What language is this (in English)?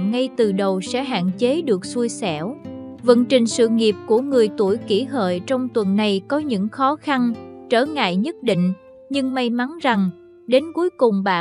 Vietnamese